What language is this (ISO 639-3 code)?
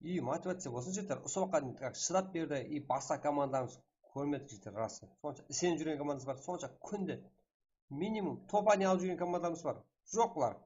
kaa